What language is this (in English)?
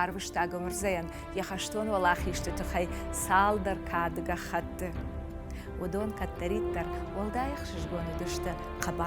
Ossetic